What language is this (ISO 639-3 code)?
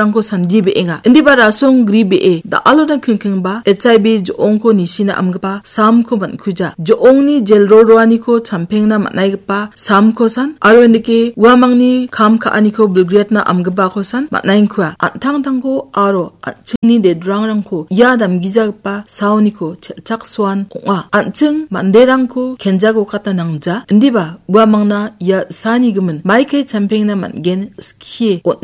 grt